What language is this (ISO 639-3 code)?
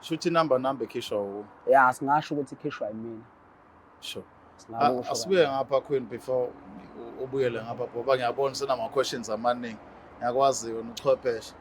zul